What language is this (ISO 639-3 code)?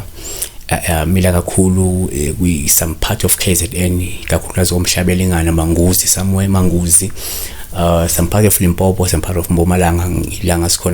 zul